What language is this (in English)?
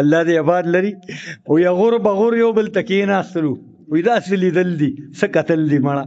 Pashto